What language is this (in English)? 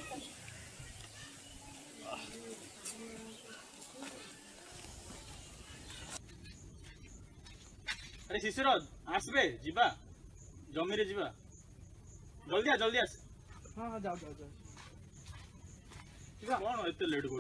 Odia